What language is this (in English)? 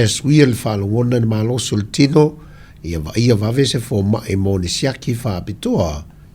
Samoan